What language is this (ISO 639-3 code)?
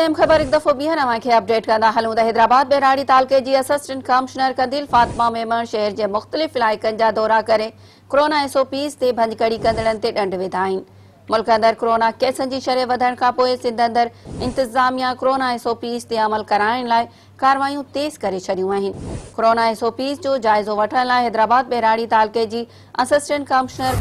snd